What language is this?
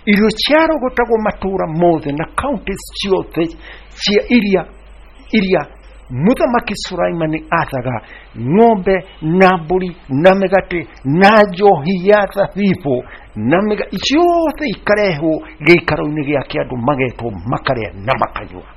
Kikuyu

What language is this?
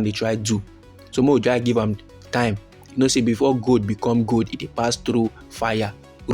Nigerian Pidgin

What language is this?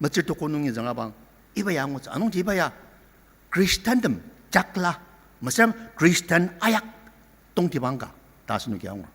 Ao Naga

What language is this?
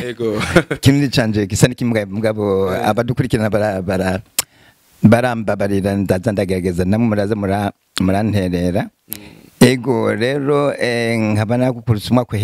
Rundi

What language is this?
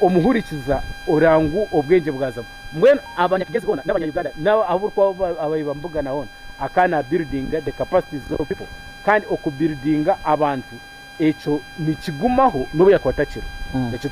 Nyankole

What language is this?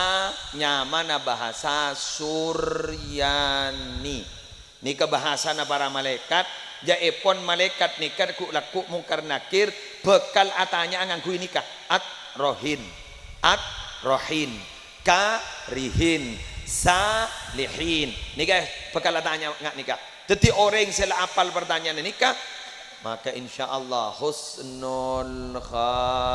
Madurese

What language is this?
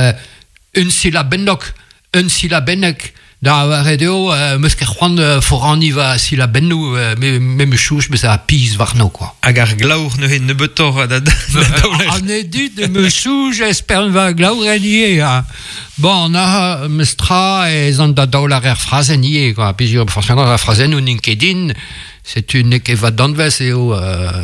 Breton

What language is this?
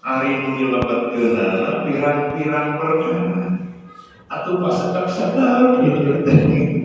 Sundanese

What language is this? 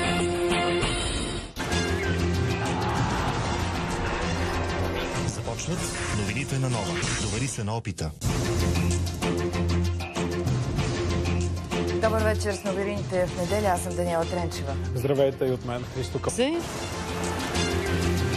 Bulgarian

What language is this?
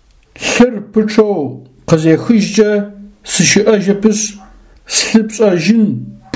Adyghe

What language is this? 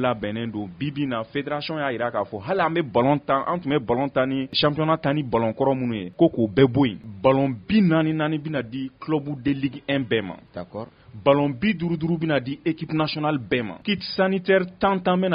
Bambara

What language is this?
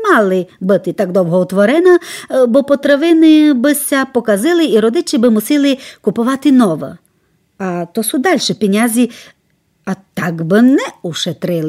Rusyn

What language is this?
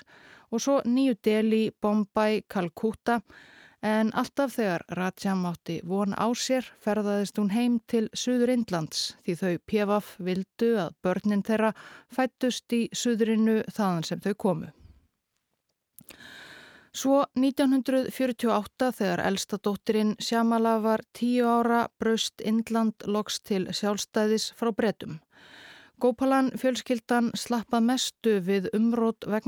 Icelandic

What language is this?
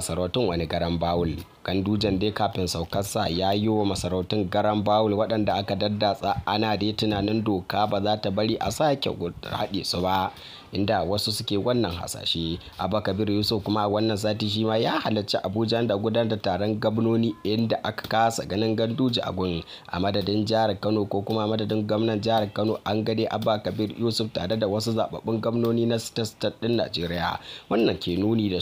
Hausa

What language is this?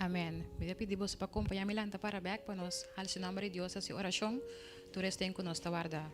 Papiamento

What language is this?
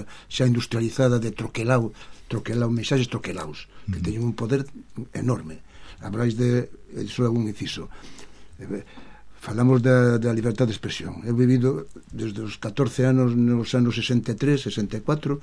Galician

